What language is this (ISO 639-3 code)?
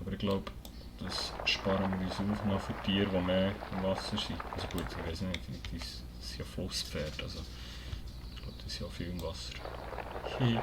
gsw